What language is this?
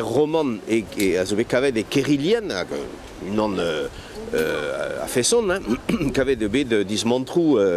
Breton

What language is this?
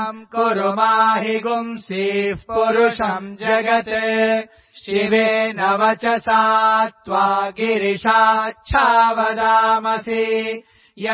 Sanskrit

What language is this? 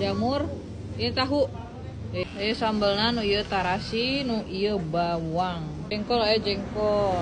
Sundanese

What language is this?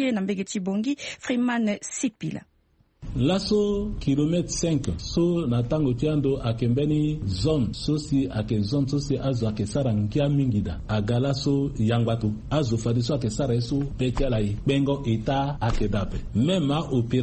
Sango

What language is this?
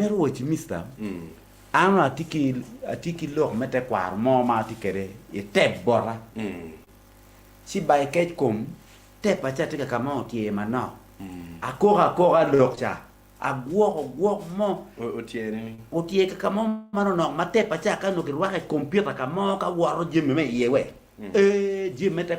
Acoli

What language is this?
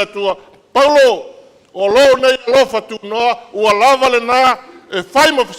Samoan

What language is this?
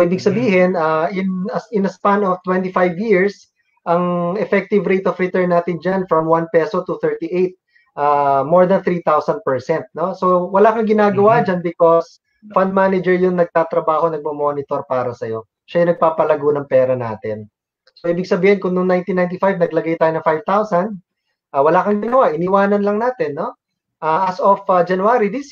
Filipino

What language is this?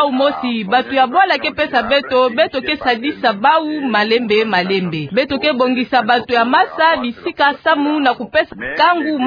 Kituba (Democratic Republic of Congo)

